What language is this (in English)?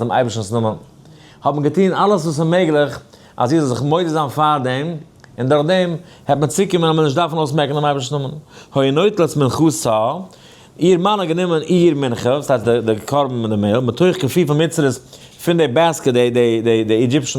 Yiddish